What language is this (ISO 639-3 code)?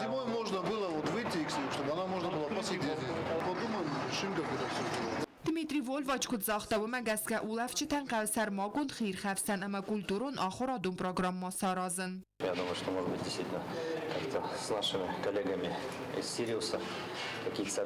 oss